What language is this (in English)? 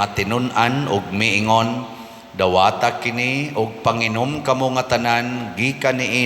Cebuano